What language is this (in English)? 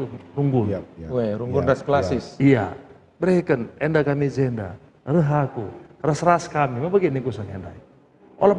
Batak Karo